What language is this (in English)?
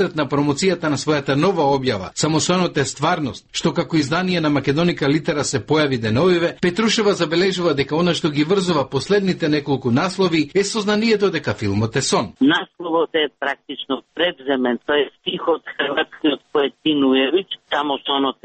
Macedonian